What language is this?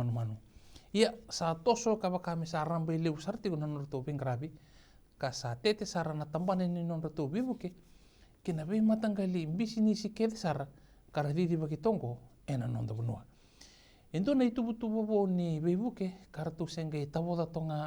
Fijian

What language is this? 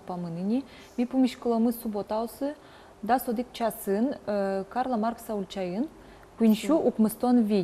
Udmurt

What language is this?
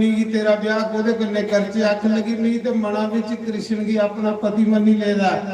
Dogri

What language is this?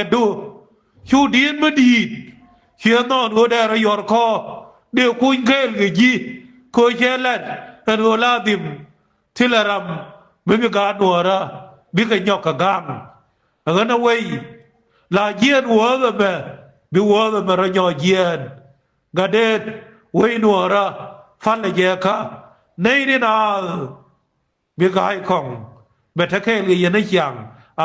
Nuer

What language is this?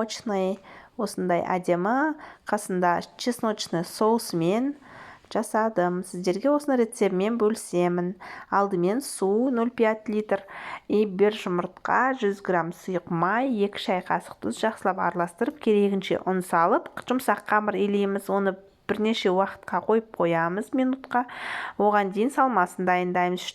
Kazakh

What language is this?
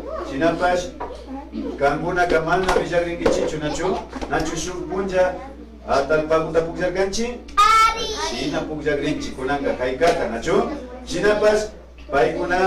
Imbabura Highland Quichua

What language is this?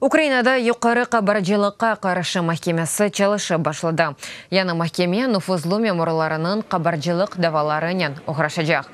Crimean Tatar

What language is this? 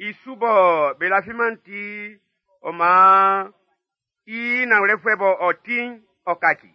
Baoulé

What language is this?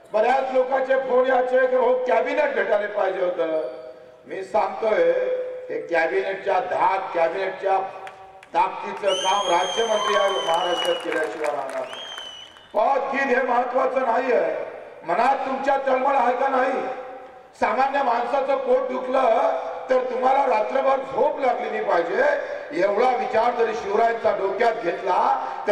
Marathi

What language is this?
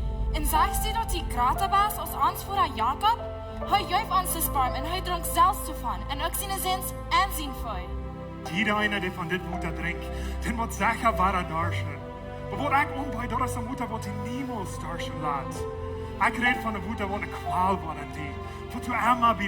Plautdietsch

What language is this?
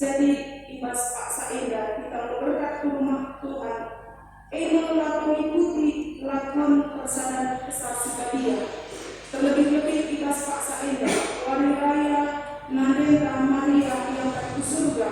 Batak Karo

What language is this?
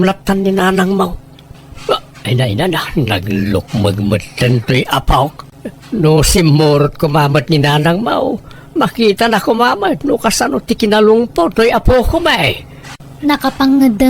Iloko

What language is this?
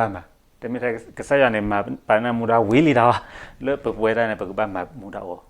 S'gaw Karen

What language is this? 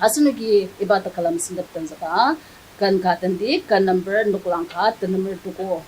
Ao Naga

